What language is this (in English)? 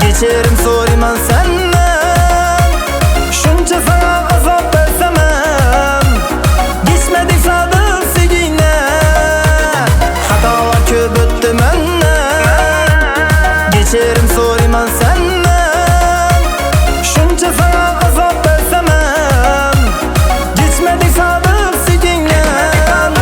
Kara-Kalpak